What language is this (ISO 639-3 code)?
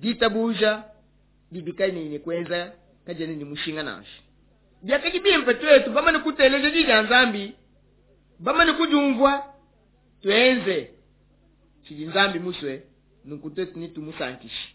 lua